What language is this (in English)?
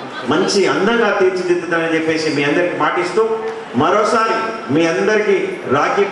Telugu